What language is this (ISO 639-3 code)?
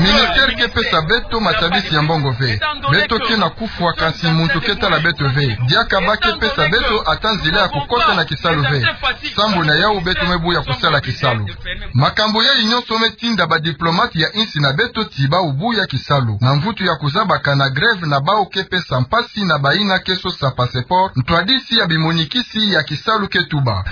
ktu